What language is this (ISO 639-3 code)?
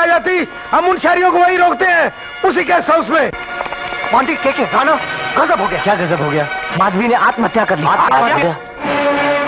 hin